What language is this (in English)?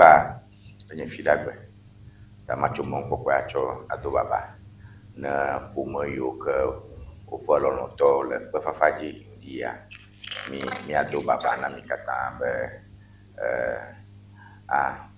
Ewe